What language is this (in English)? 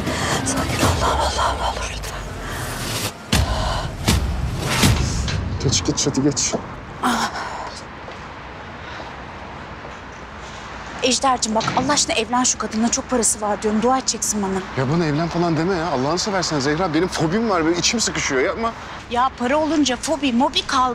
Turkish